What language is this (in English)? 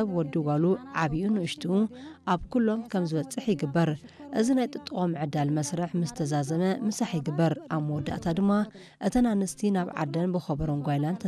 Tigrinya